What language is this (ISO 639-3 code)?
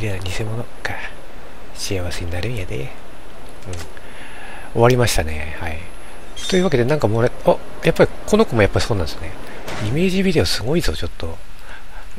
jpn